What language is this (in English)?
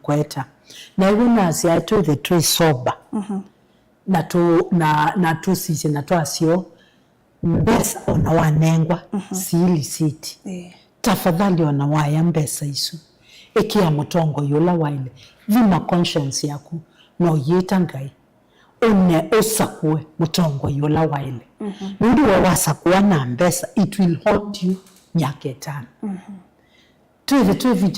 Kamba